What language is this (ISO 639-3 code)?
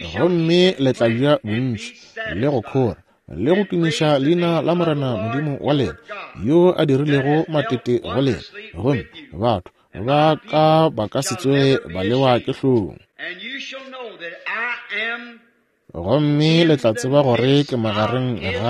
nso